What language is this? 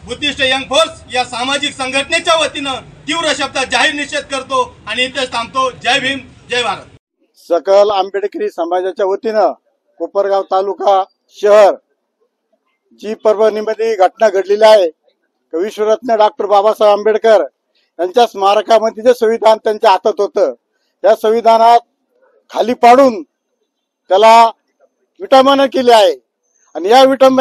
Marathi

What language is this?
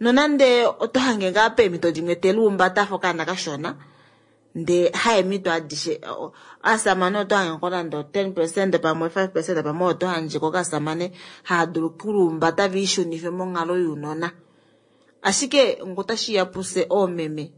Kuanyama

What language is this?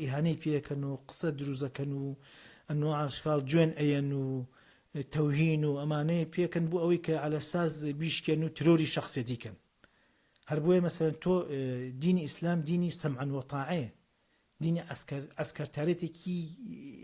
Central Kurdish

